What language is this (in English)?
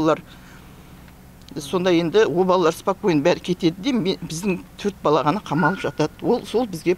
Kazakh